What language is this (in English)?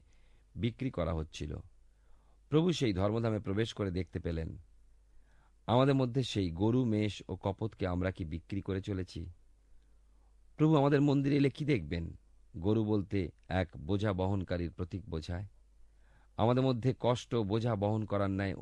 Bangla